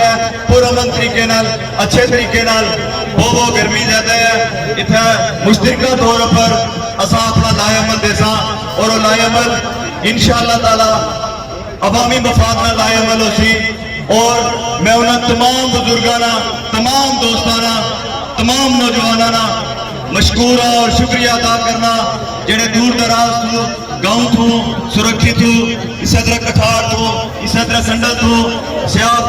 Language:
Pahari-Potwari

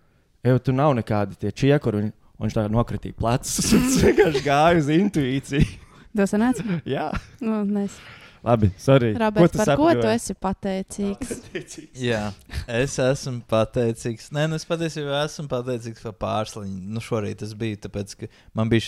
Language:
Latvian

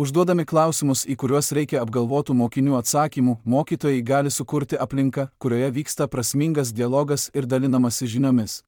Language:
Lithuanian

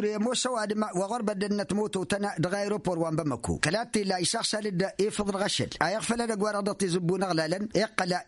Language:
Tamasheq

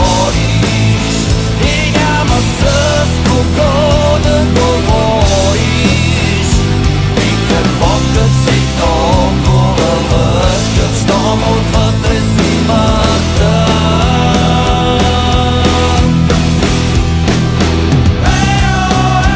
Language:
Bulgarian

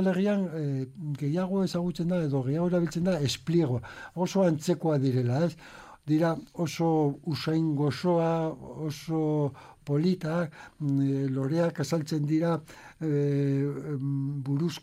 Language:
Basque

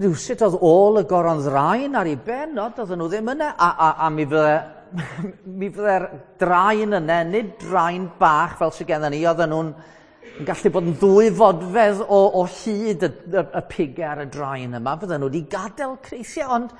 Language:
Welsh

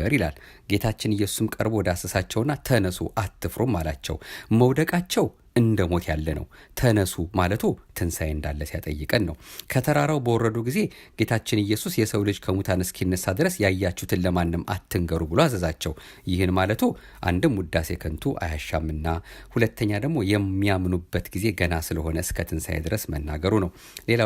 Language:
Amharic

